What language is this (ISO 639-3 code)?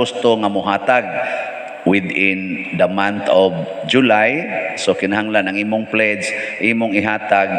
ceb